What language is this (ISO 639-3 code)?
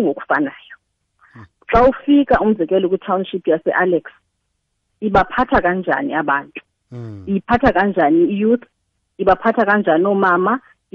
xho